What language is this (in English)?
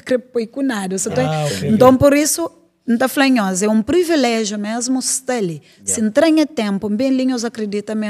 Kabuverdianu